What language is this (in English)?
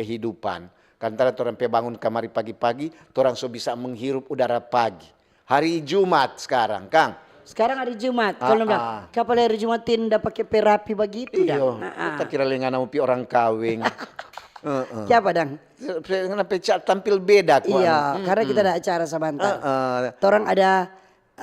Manado Malay